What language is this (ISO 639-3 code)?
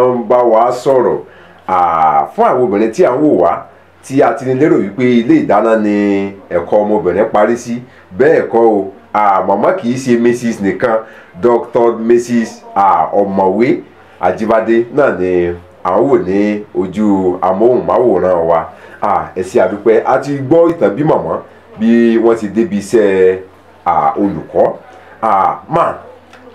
yor